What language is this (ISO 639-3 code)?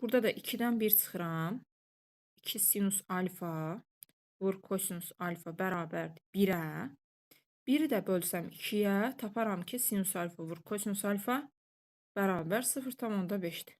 aze